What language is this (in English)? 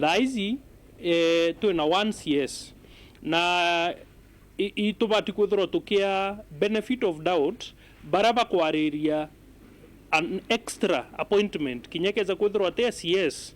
Meru